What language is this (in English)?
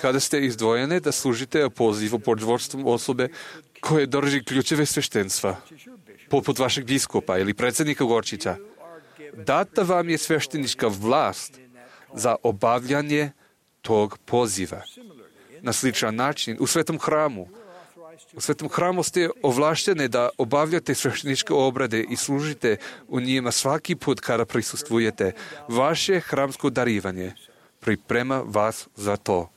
Serbian